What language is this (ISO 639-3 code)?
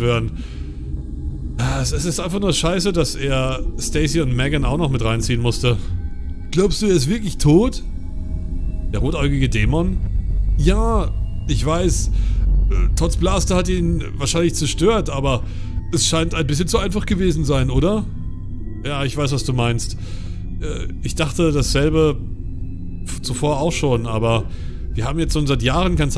deu